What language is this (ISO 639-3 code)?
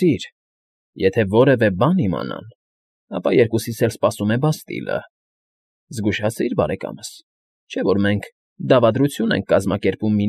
hye